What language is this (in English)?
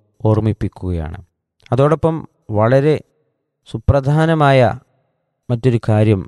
Malayalam